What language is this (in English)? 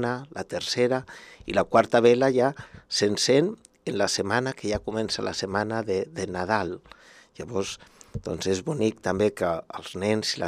Catalan